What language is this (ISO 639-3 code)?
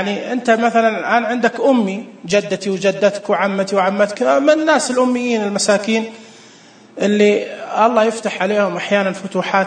ars